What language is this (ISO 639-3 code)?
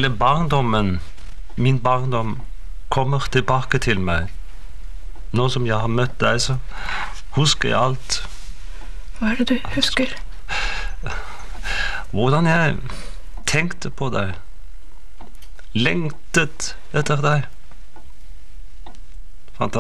nor